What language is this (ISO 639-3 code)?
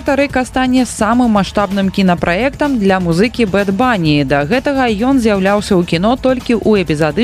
bel